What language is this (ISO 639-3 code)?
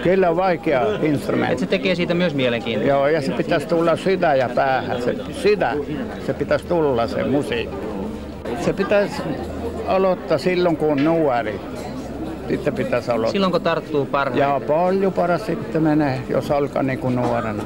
fin